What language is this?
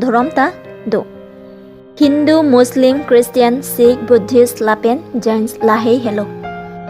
Karbi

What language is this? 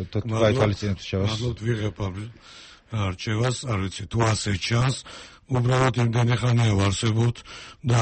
Georgian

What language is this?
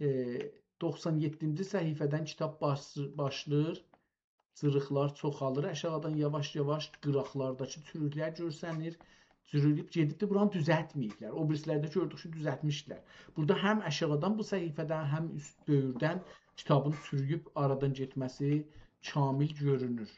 South Azerbaijani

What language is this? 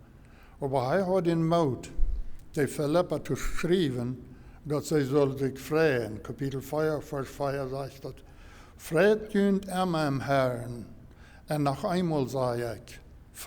Plautdietsch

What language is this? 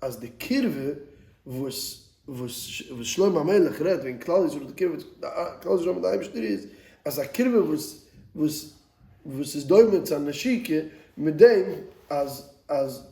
Yiddish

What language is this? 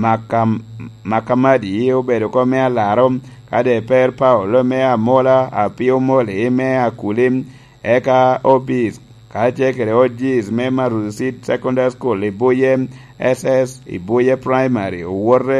Lango (Uganda)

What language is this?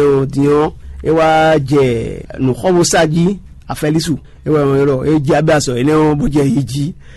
Fon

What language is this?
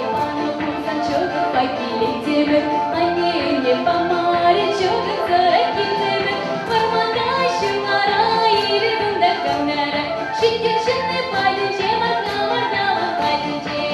Chuvash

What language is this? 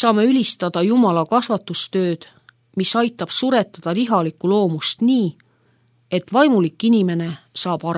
Estonian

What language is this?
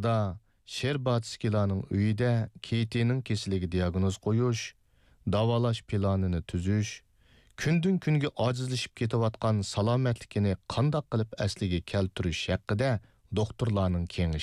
Uyghur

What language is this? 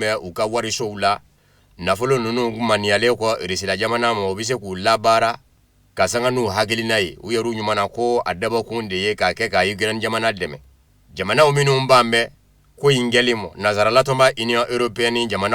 Bambara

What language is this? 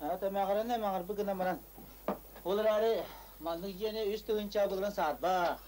Yakut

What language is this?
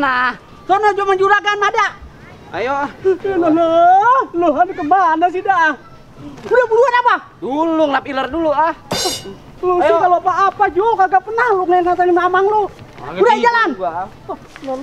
Betawi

